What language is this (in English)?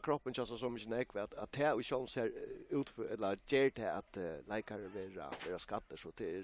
Faroese